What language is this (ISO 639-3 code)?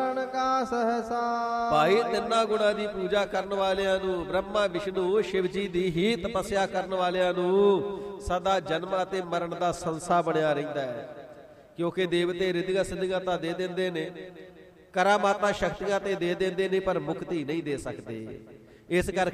pan